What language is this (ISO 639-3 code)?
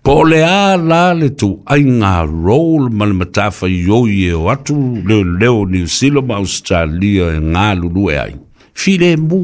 smo